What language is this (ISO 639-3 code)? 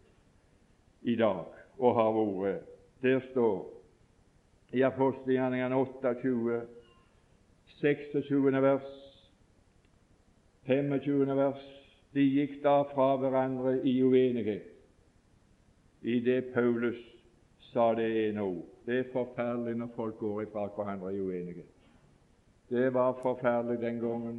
nor